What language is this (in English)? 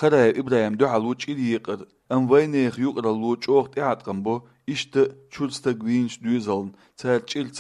Chechen